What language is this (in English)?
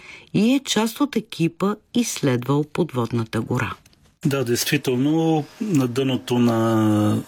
Bulgarian